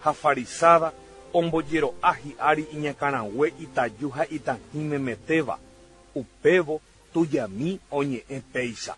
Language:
Guarani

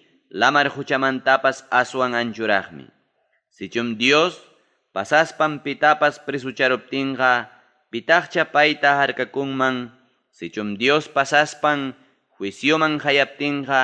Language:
Ayacucho Quechua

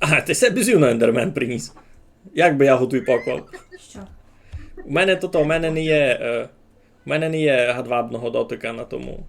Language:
Rusyn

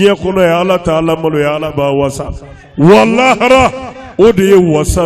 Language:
Bambara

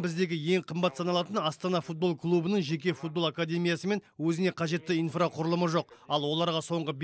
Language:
Kazakh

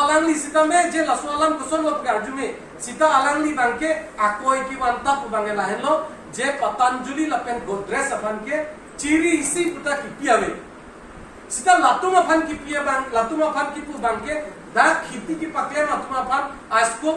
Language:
Karbi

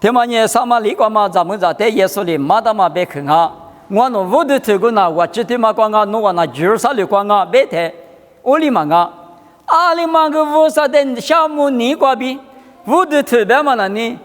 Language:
Lisu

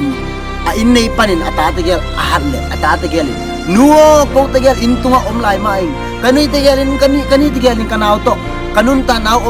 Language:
Tedim Chin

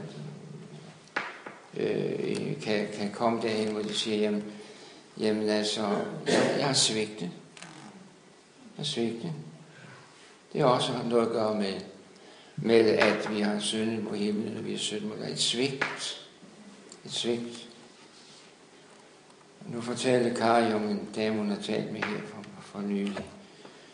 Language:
Danish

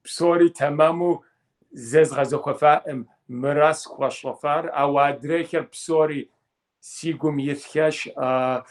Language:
Kabardian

